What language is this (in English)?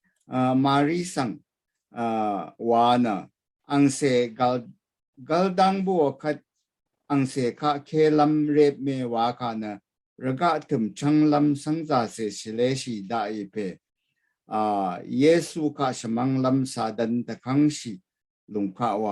Rawang